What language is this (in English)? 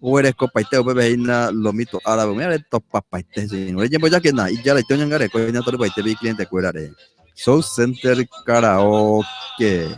Guarani